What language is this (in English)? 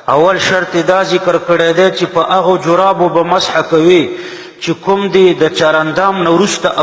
Pashto